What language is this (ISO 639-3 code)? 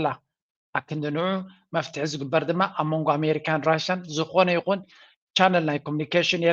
tir